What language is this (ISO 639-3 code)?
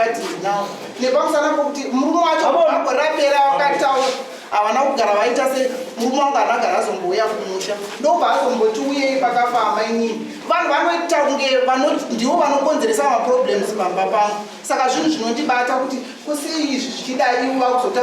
sna